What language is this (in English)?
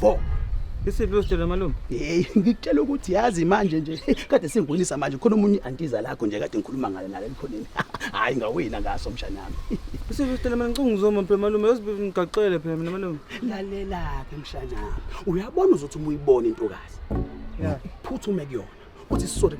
Zulu